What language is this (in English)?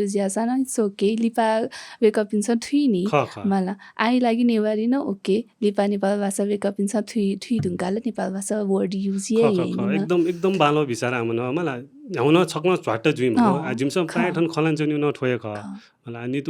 Newari